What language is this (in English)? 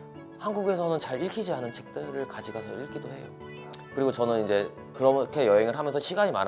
Korean